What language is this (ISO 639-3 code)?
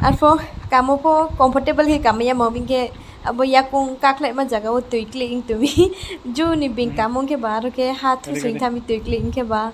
ria